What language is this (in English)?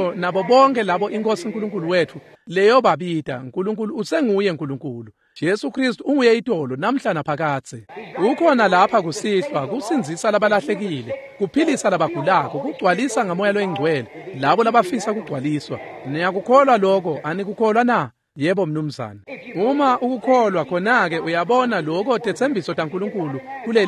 Swati